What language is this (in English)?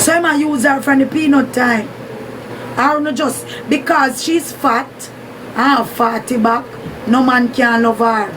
Jamaican Creole English